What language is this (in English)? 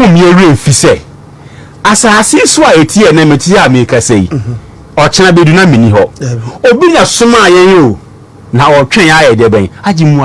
Akan